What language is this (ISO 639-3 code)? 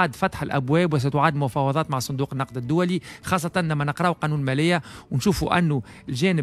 aeb